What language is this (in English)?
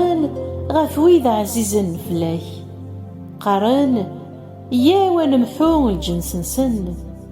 Kabyle